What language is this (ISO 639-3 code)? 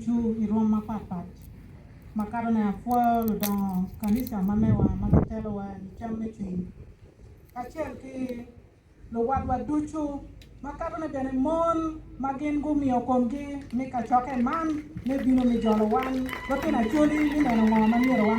ach